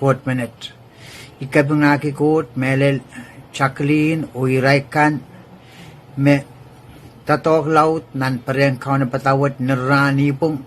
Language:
Pohnpeian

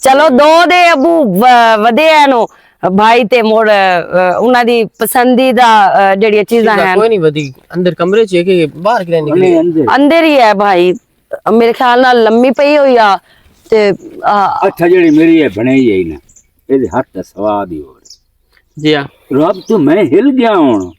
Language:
Western Panjabi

